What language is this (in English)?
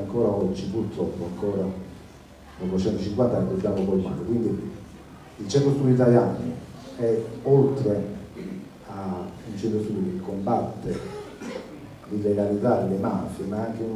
Italian